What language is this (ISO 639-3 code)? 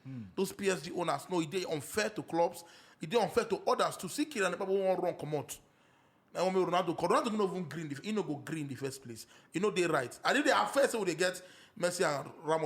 pcm